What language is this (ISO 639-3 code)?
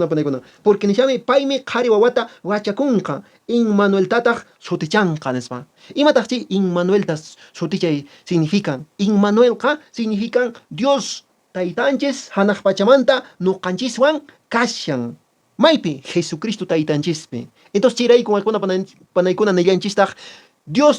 que